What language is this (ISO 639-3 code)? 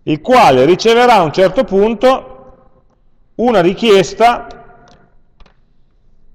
ita